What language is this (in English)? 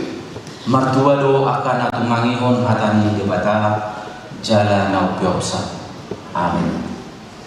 Batak Toba